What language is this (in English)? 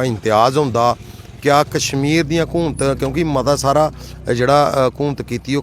Dogri